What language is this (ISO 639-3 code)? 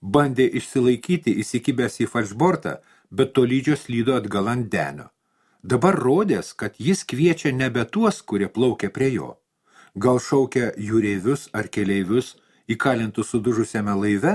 lit